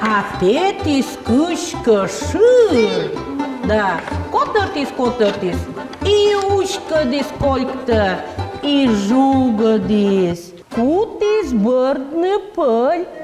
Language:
Komi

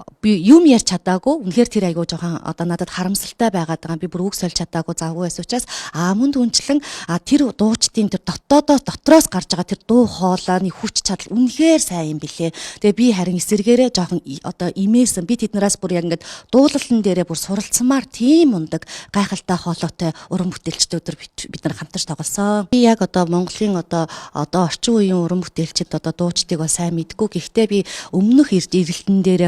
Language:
Mongolian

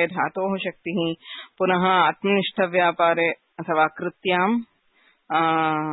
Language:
Sanskrit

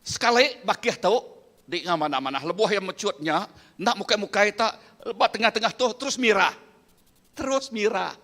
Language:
Iban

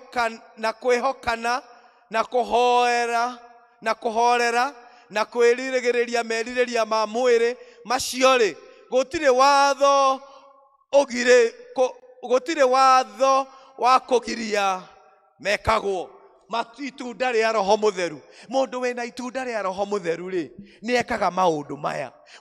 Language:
Kikuyu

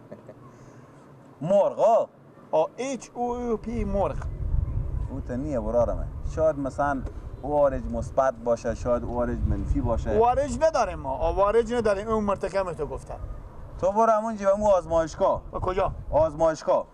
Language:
Persian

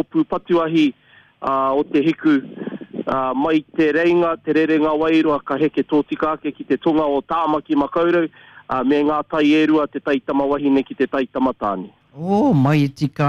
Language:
Māori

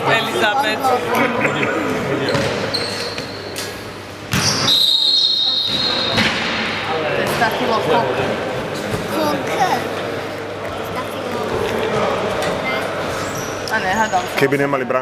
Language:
Slovak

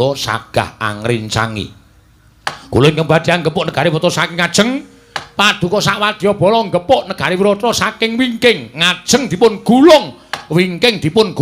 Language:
Javanese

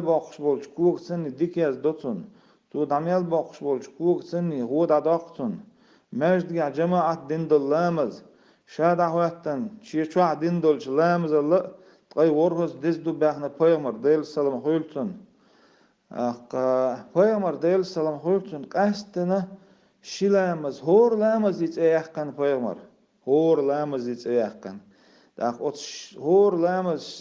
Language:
Chechen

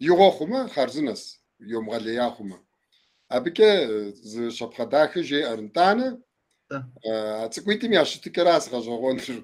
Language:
Kabardian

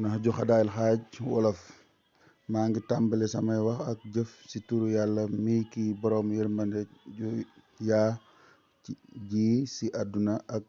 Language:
Wolof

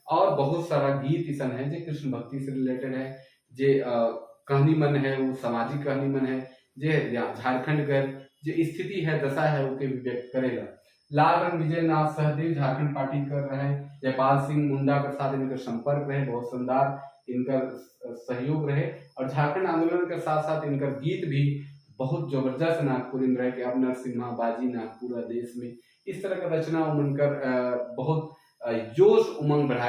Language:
Sadri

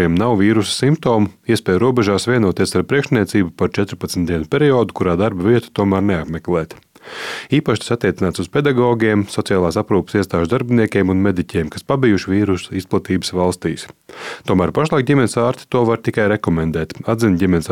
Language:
Latvian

